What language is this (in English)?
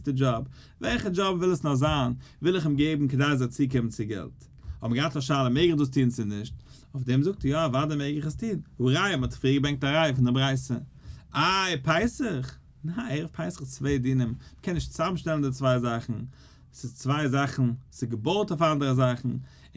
Yiddish